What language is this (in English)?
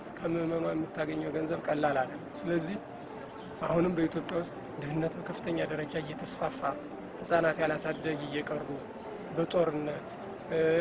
Amharic